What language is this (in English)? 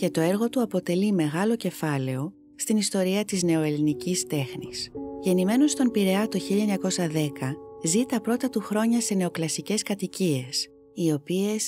Greek